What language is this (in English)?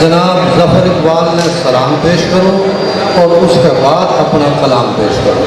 Haryanvi